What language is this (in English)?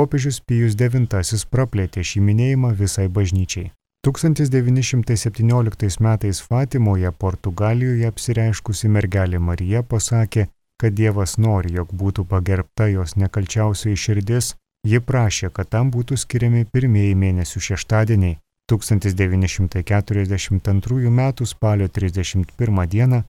Lithuanian